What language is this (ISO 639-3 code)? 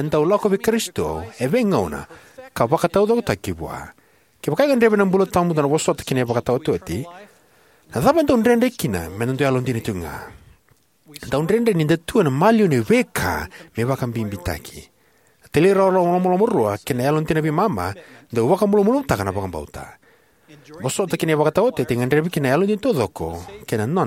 fij